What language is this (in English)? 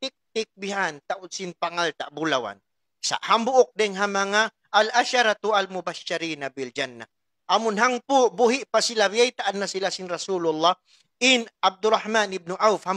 Tausug